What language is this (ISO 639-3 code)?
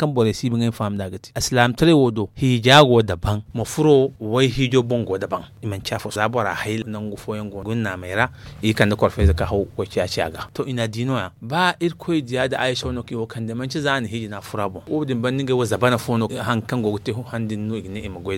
dje